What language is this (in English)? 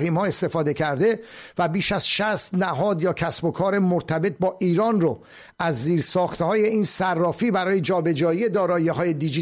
Persian